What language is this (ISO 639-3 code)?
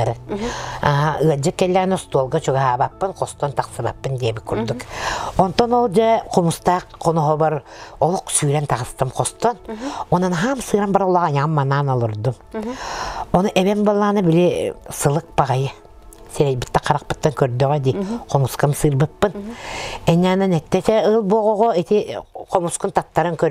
sah